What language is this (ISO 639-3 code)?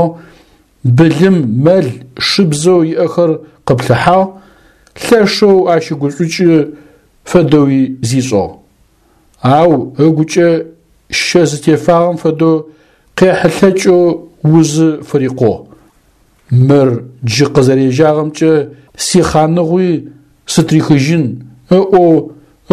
ady